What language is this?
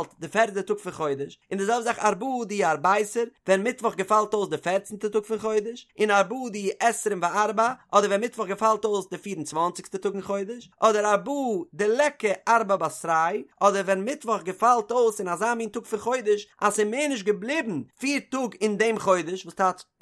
Yiddish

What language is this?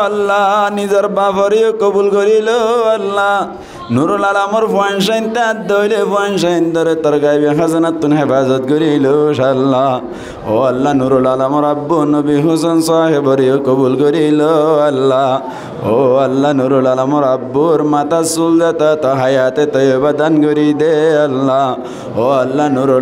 Rohingya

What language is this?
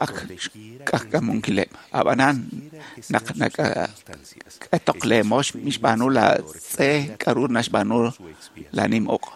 Kekchí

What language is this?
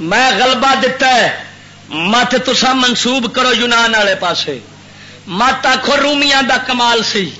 Western Panjabi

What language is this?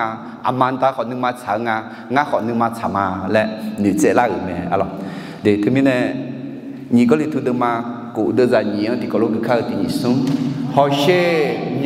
Akha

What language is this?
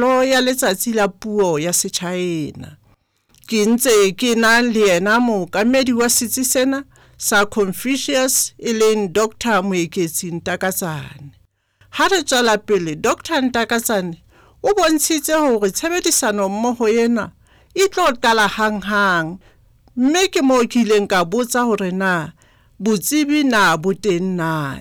Southern Sotho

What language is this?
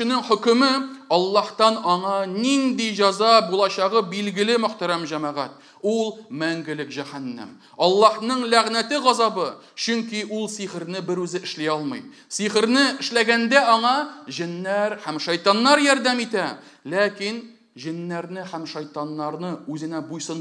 Tatar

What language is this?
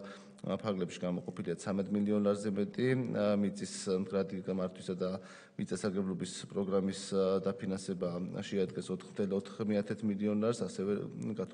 Georgian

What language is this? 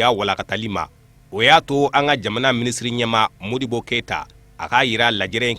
Bambara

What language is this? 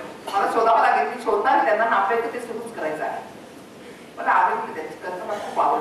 Marathi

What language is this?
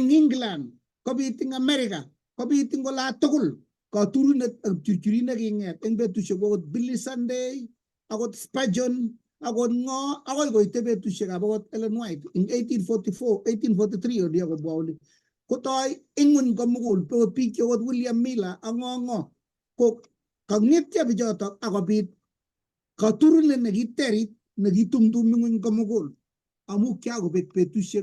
Kalenjin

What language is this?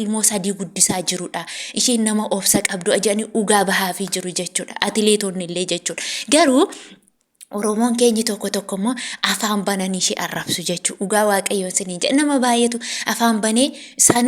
Oromo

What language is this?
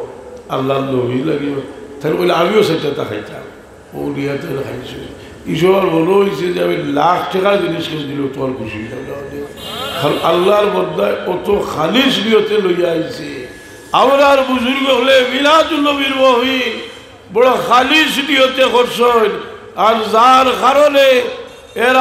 Sylheti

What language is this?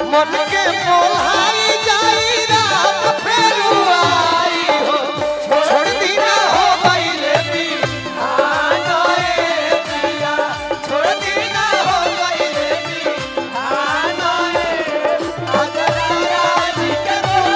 Bhojpuri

